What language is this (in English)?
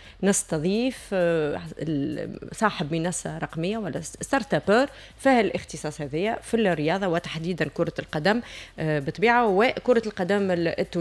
Tunisian Arabic